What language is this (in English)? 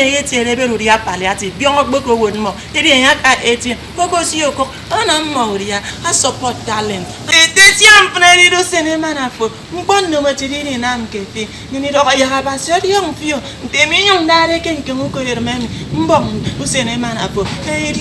Efik